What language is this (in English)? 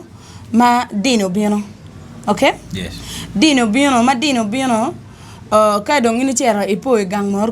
Acoli